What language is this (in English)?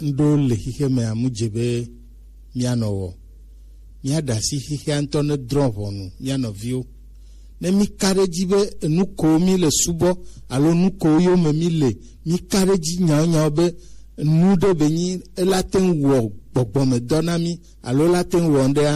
Gen